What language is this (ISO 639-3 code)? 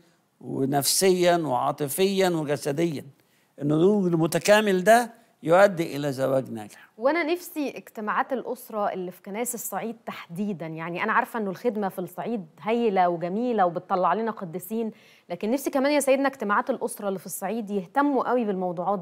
arz